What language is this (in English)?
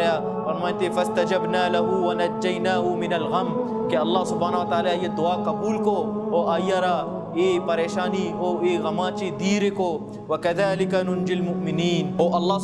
Baluchi